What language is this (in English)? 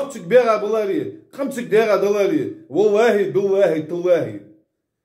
Ingush